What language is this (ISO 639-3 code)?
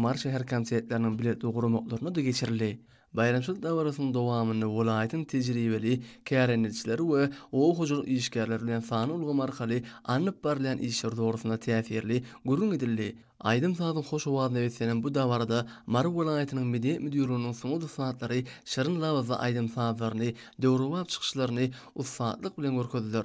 tuk